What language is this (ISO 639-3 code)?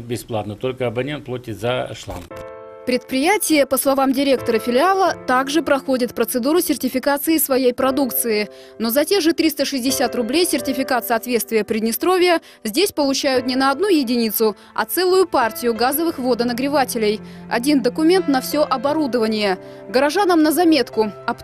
rus